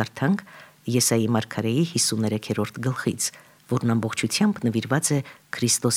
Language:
Armenian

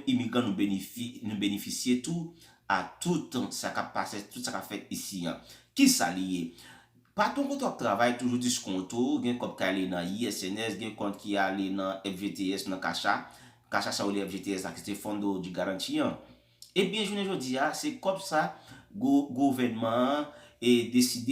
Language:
Haitian Creole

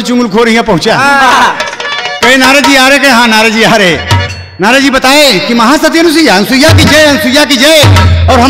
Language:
Bhojpuri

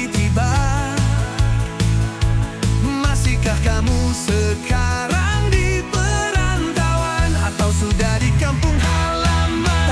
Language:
Indonesian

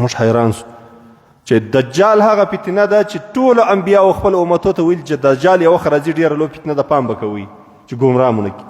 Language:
Pashto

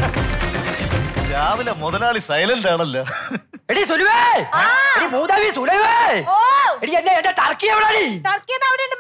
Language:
Malayalam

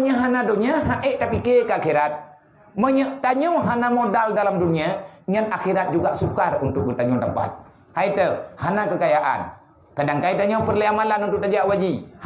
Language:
Achinese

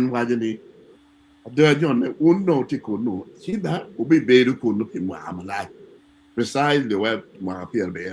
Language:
Acoli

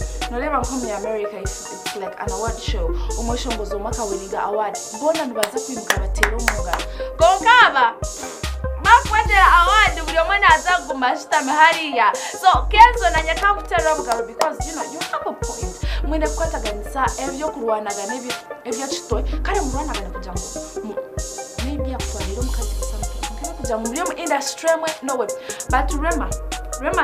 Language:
Nyankole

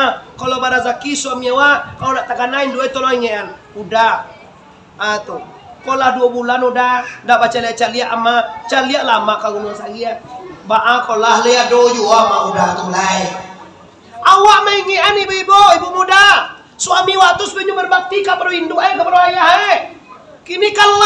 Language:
Minangkabau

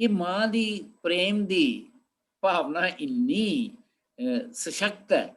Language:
Dogri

